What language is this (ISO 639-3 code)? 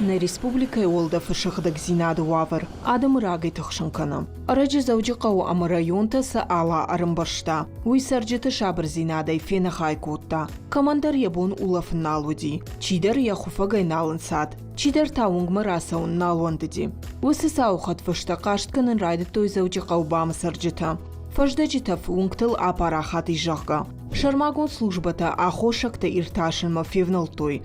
oss